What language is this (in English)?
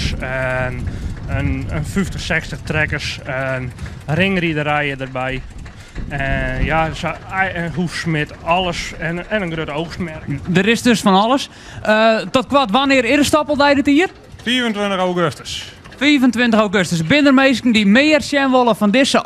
Western Frisian